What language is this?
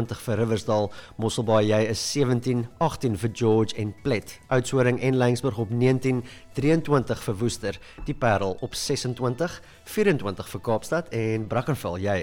Afrikaans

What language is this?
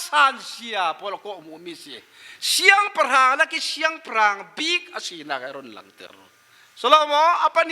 Falam Chin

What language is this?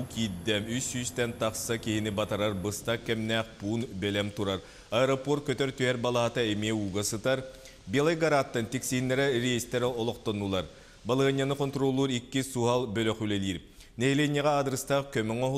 Yakut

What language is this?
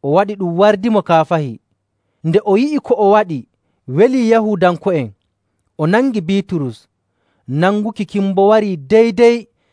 Nigerian Fulfulde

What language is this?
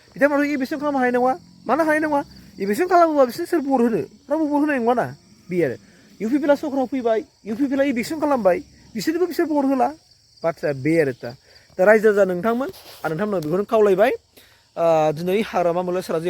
Bodo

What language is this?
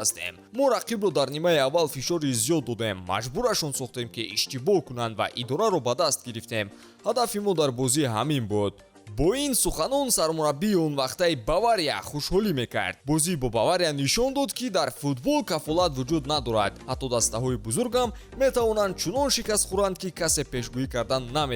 Tajik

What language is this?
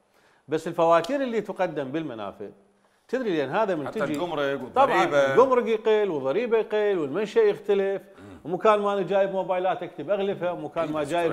Mesopotamian Arabic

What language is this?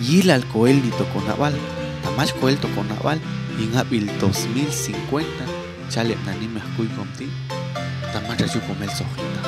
Popti'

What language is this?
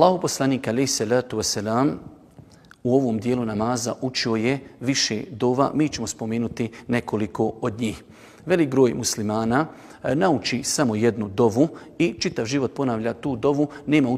Bosnian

